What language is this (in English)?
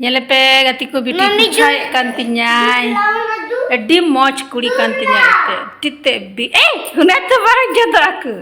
Santali